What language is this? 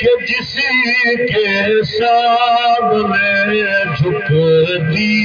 Saraiki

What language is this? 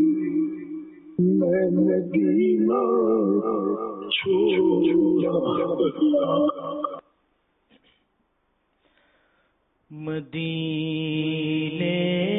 Urdu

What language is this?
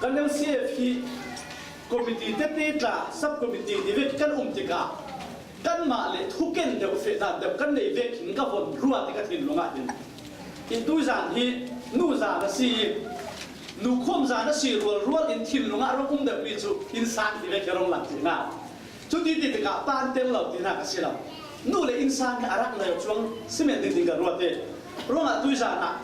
Falam Chin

